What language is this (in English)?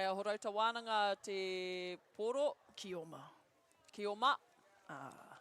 Māori